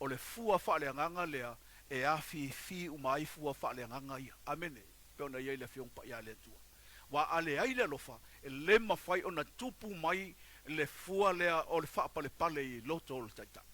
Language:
Samoan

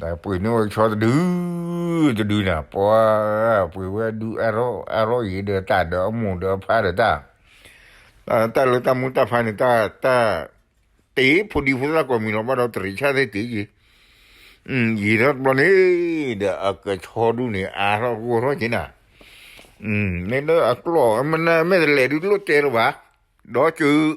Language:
S'gaw Karen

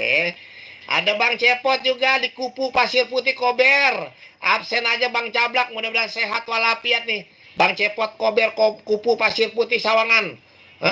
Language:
Betawi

